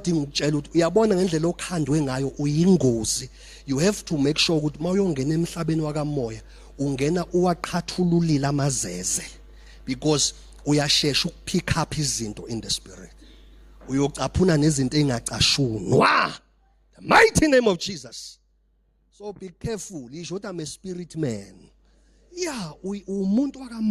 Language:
Zulu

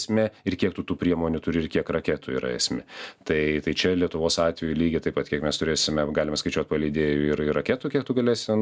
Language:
Lithuanian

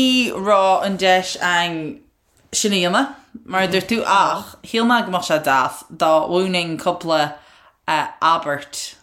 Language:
Irish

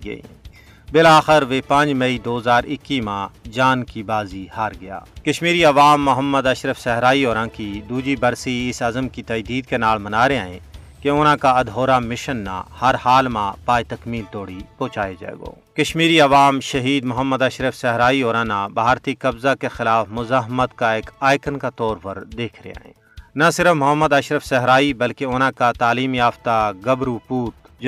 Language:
Gujari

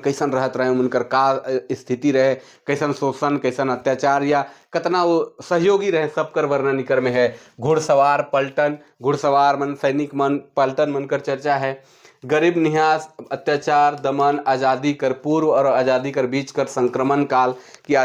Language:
Sadri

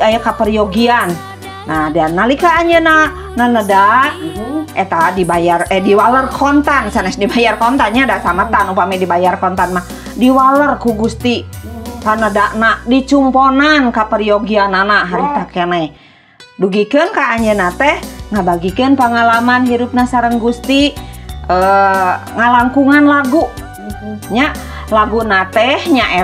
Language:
Sundanese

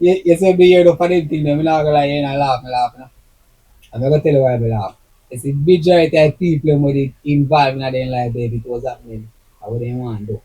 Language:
Jamaican Creole English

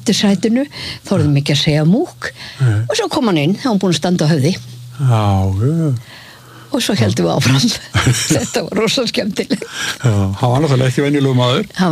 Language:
Icelandic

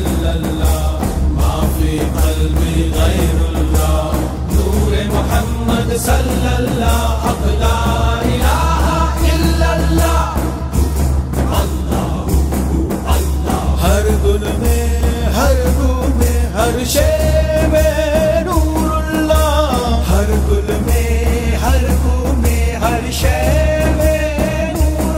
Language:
Hindi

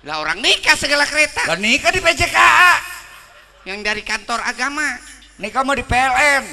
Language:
Betawi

